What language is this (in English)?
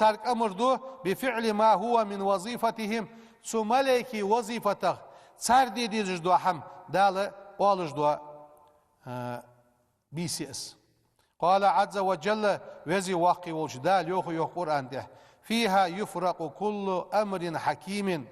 Ingush